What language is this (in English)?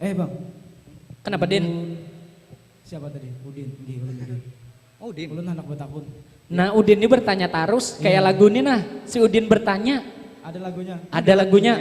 Banjar